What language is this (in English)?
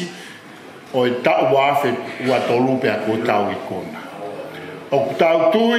Tongan